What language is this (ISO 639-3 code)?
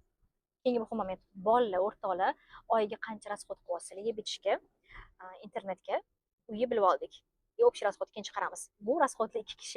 uzb